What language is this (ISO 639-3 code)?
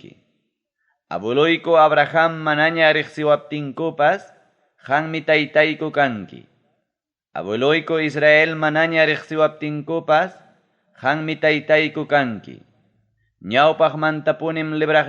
quy